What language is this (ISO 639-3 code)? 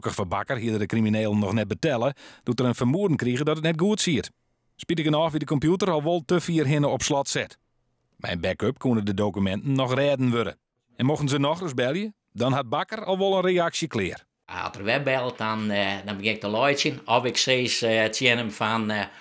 fry